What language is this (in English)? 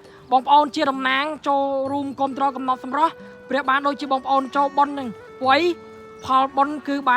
Khmer